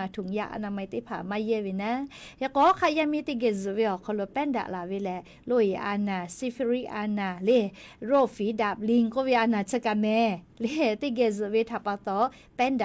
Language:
Lahu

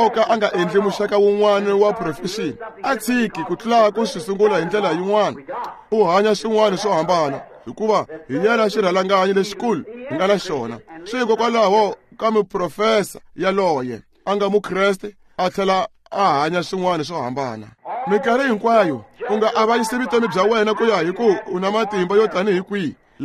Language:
Tsonga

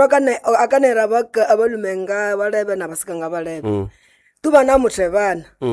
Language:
Nande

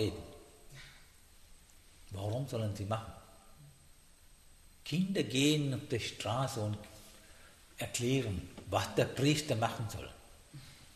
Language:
German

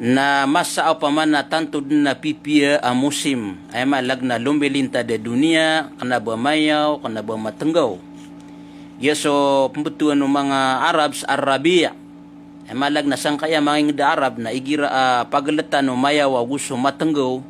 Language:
Maranao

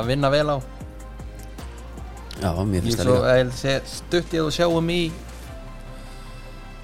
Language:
Icelandic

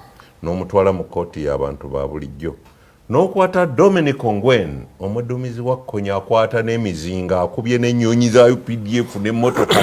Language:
Ganda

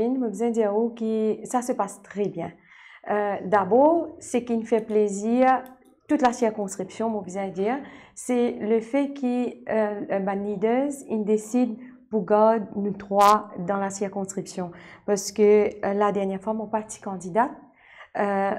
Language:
Morisyen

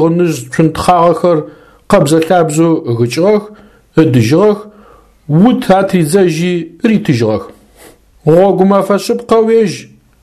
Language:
Adyghe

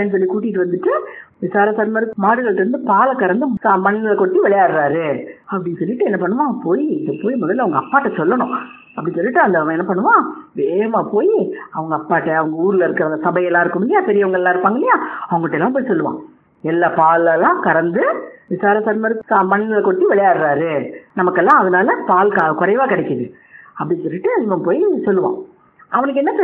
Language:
Tamil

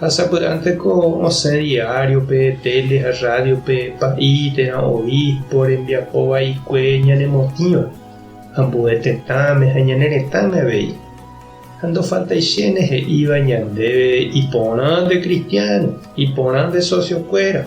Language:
Guarani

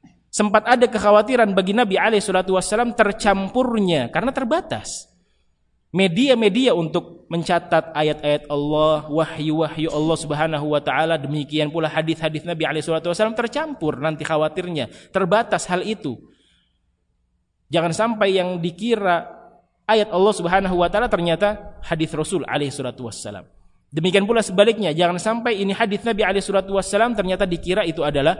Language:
Indonesian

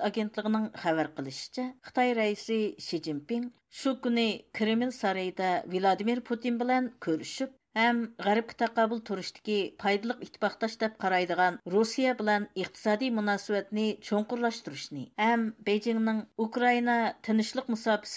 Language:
Uyghur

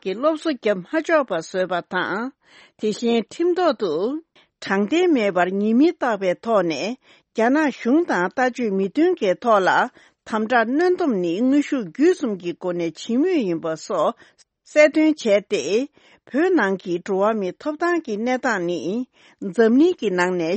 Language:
Tibetan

